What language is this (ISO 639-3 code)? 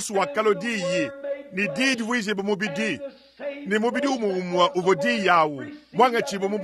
lua